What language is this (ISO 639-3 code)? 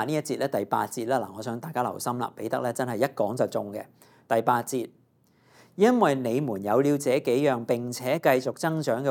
yue